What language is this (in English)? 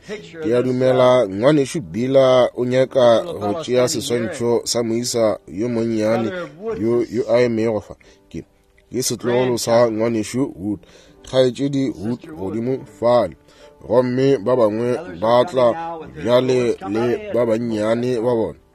Northern Sotho